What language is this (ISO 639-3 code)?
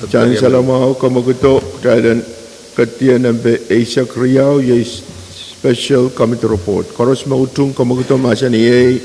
pon